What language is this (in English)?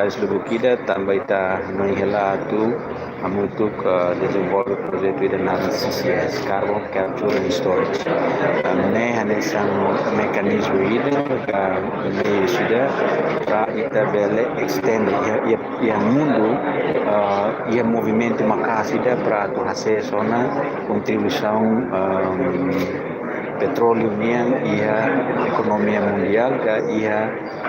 Tetum